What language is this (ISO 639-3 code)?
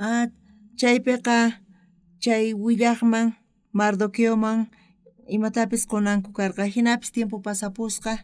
quh